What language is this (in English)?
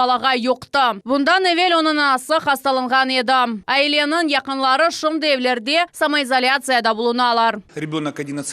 Crimean Tatar